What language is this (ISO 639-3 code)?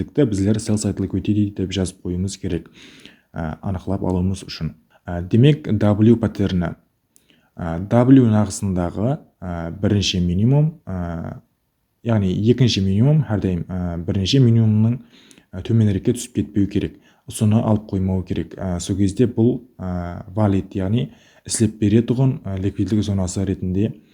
kaa